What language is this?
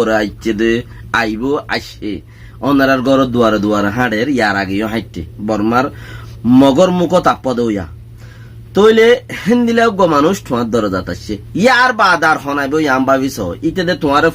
Rohingya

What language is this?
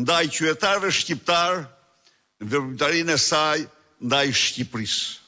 Albanian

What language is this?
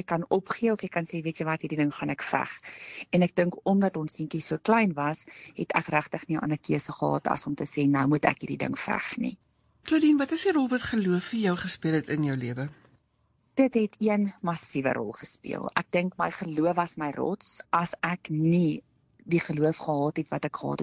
Afrikaans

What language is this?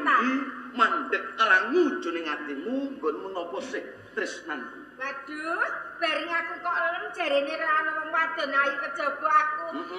Javanese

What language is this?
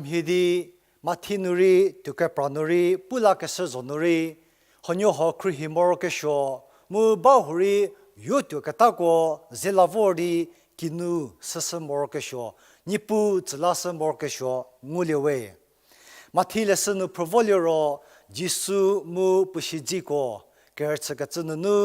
Angami Naga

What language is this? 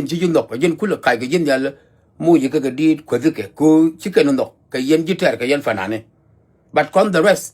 Nuer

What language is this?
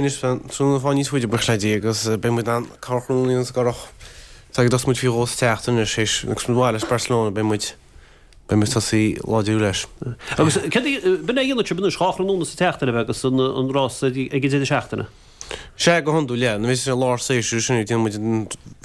Irish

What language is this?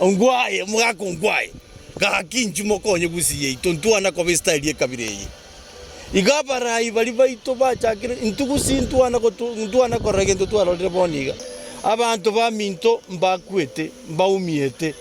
Gusii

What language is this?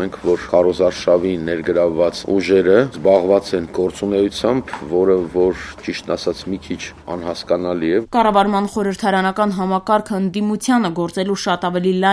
Armenian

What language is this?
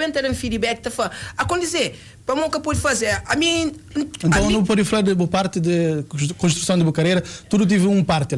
Kabuverdianu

